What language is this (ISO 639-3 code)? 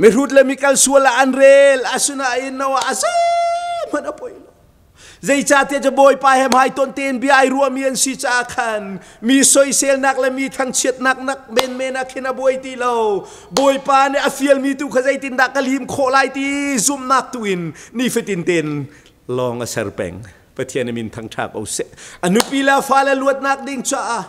cnh